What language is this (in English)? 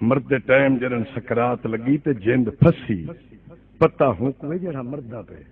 Saraiki